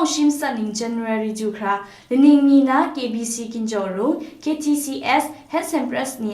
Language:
Kachin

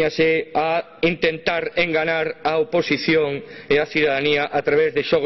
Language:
Galician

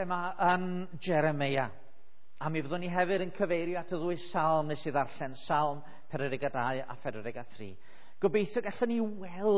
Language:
Welsh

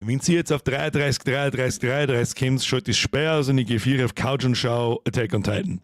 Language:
Bavarian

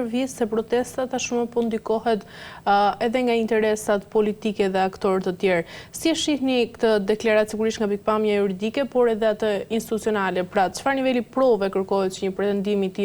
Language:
Albanian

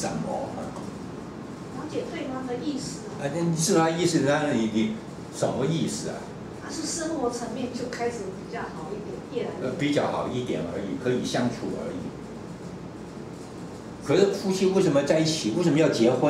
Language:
Chinese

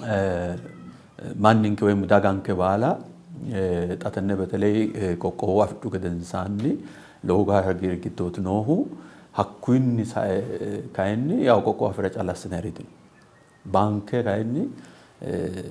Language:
Sidamo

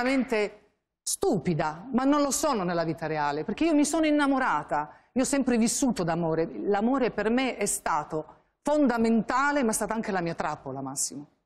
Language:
Italian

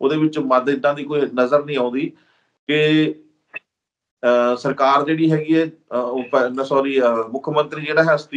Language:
Punjabi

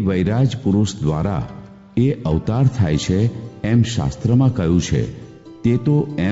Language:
Gujarati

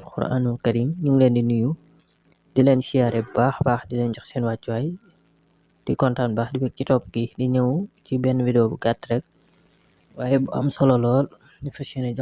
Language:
Wolof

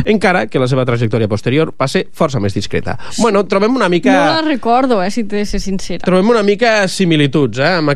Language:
Catalan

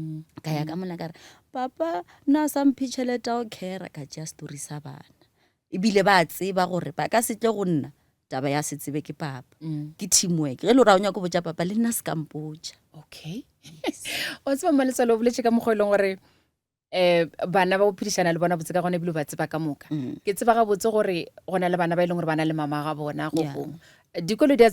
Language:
Northern Sotho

